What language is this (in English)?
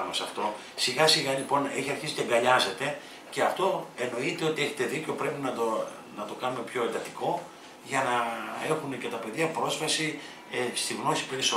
Greek